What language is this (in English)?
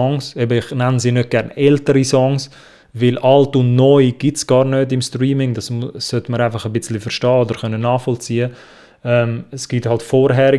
Swiss German